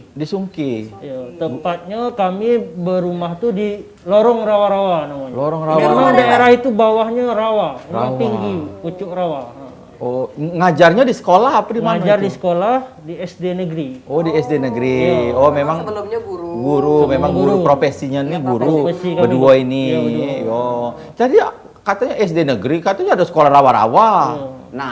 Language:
Musi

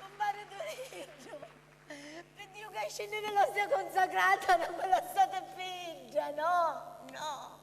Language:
Sicilian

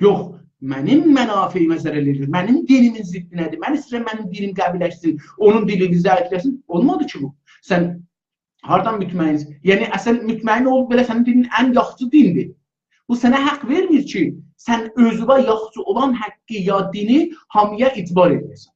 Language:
South Azerbaijani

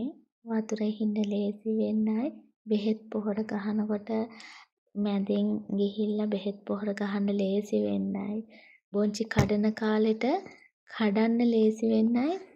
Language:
Sinhala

